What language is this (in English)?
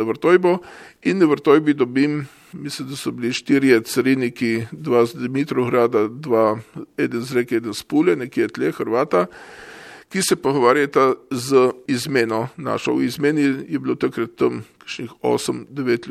Slovenian